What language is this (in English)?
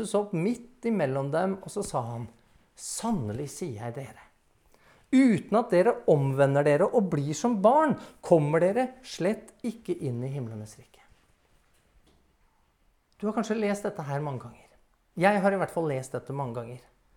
Norwegian